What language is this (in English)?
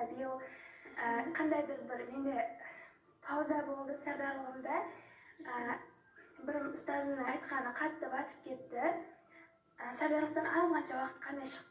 Kazakh